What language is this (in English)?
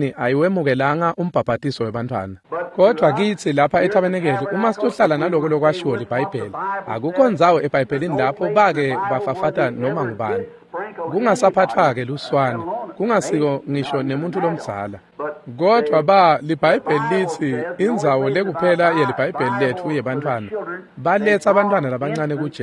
Swati